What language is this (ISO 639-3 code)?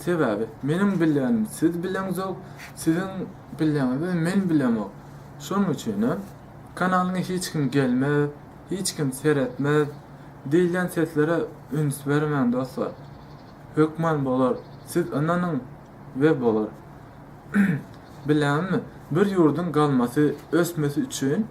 tuk